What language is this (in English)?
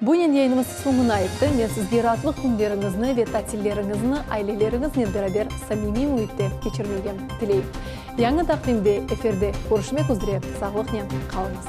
Crimean Tatar